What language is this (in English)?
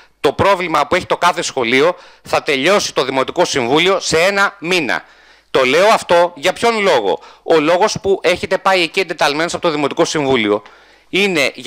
Greek